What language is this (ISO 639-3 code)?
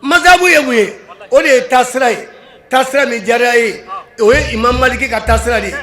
bam